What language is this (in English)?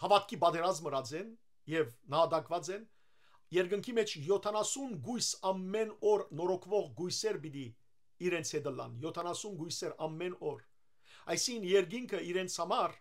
Western Armenian